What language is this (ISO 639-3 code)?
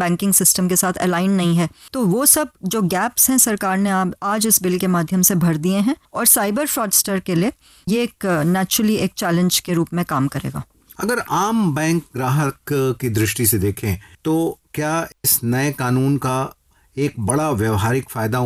hin